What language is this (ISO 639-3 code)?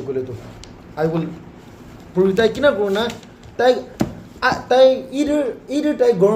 nag